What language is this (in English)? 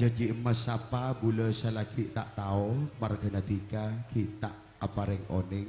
Madurese